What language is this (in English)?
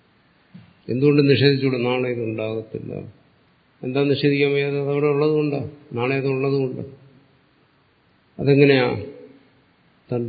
Malayalam